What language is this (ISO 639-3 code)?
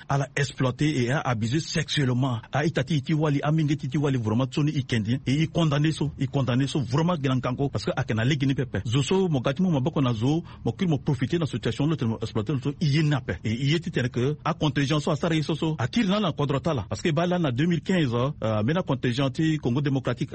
sag